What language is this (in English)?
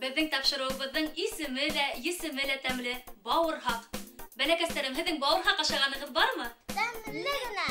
Bashkir